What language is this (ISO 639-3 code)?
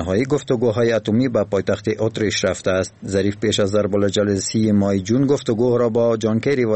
fas